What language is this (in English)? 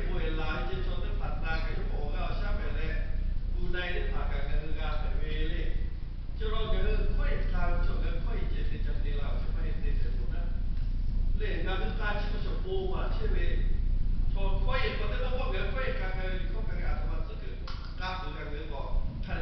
Lahu